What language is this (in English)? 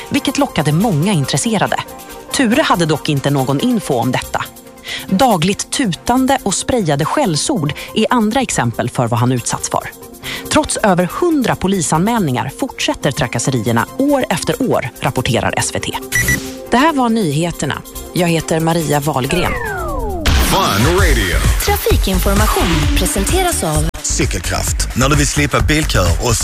Swedish